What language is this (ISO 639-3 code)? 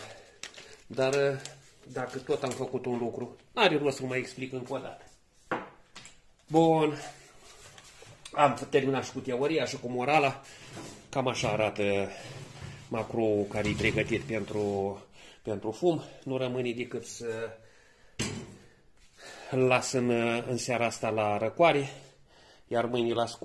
ron